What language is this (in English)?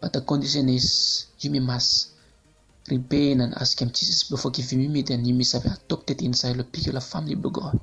Bislama